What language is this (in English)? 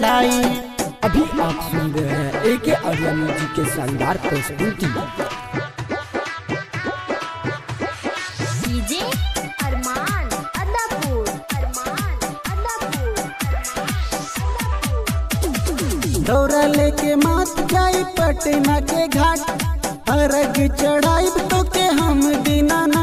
Bhojpuri